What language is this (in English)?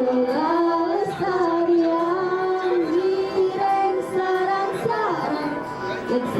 Balinese